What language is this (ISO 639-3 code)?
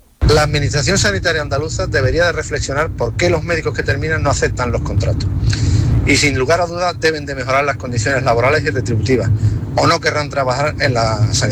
spa